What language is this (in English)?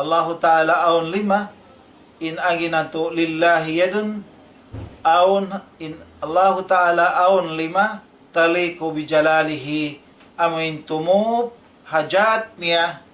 Tausug